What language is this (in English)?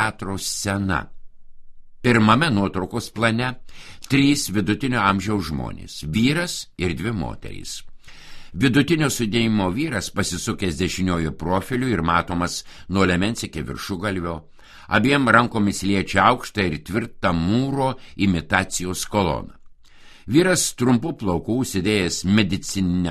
Lithuanian